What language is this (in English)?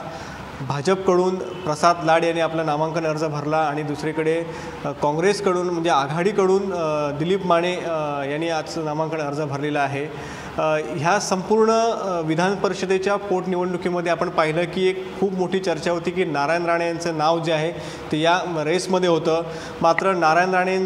Marathi